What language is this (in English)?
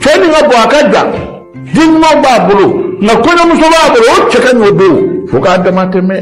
Bambara